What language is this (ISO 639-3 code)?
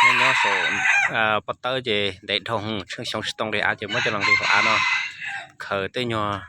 hmn